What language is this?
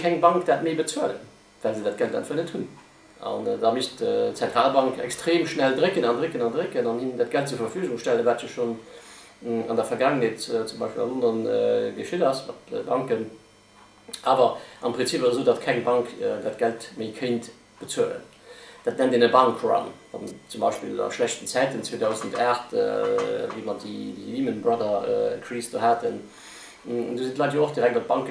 Luxembourgish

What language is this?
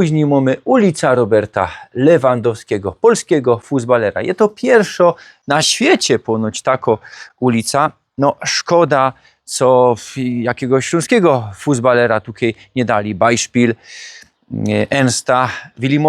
Silesian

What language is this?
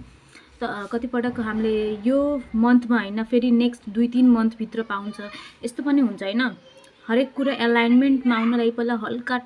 Nepali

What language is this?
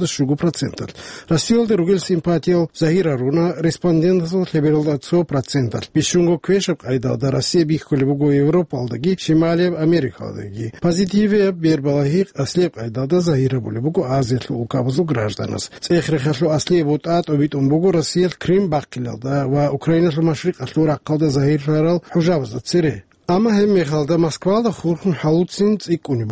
Avaric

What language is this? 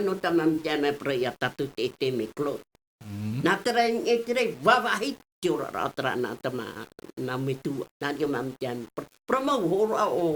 Tahitian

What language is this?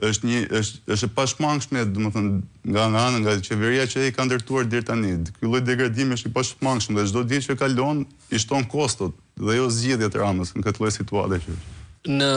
Albanian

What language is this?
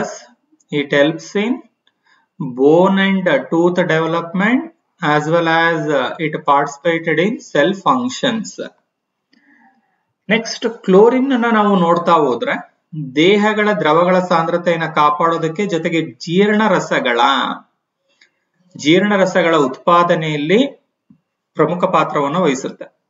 Kannada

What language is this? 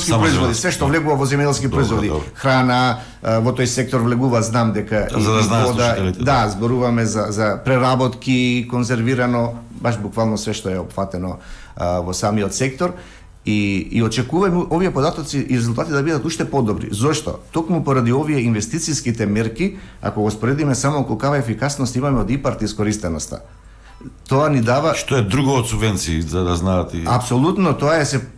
Macedonian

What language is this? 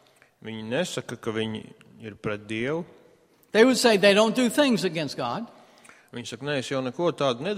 Latvian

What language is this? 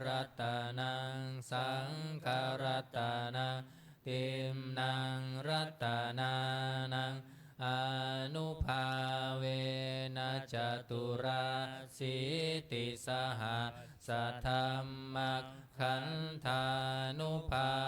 Pali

